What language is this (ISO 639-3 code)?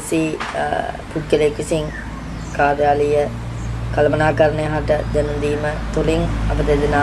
sin